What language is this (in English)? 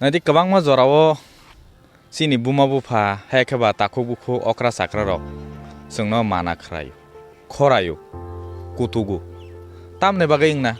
Kok Borok